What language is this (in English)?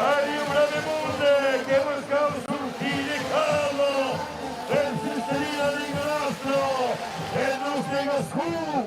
Occitan